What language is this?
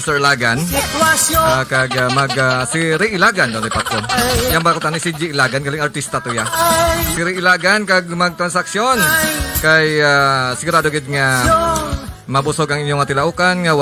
Hiligaynon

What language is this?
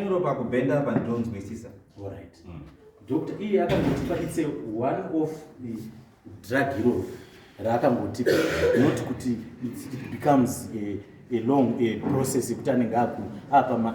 Shona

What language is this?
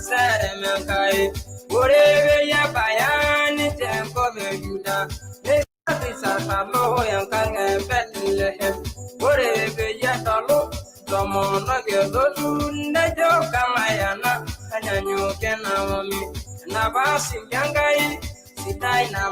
Masai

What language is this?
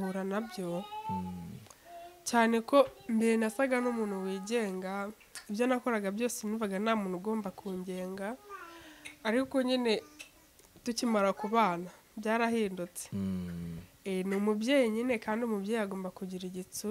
Kinyarwanda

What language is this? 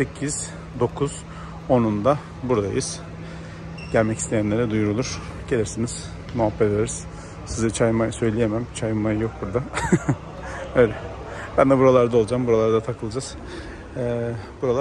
Turkish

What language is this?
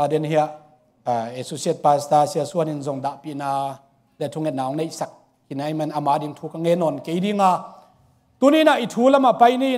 Tedim Chin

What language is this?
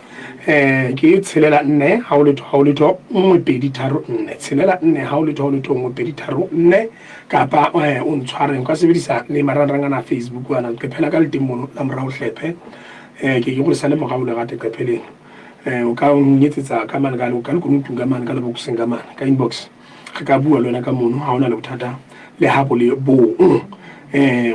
Southern Sotho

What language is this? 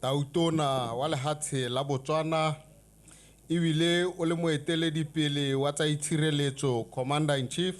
Tswana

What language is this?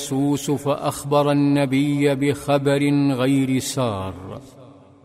Arabic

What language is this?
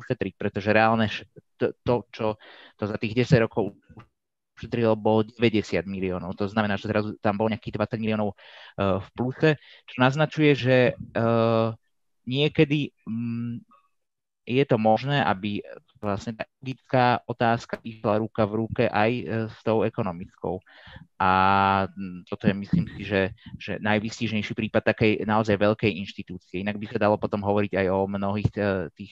Slovak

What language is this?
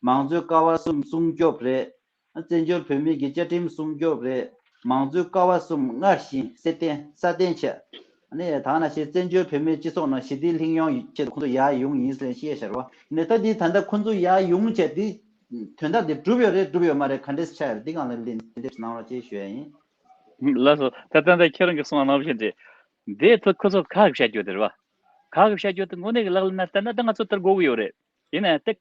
Tibetan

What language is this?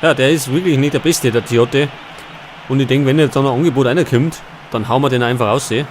Bavarian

